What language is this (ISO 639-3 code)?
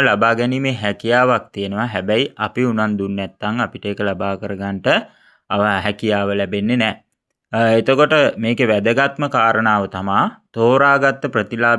sin